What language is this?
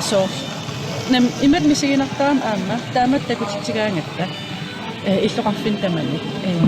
Kalaallisut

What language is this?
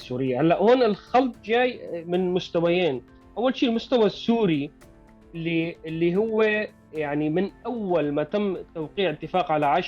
North Levantine Arabic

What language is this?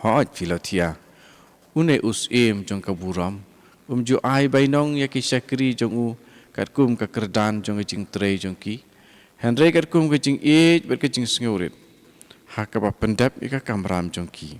Khasi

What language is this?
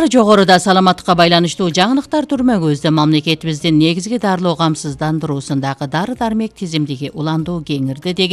Kyrgyz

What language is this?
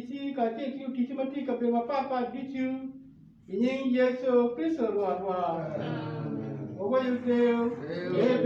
Acoli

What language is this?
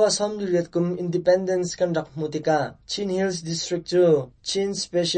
Hakha Chin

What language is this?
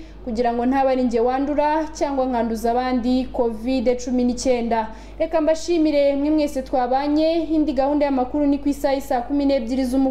Kinyarwanda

